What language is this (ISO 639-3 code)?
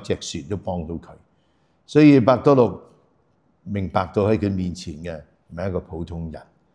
yue